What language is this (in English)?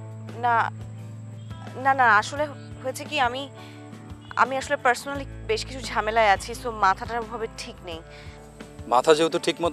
Bangla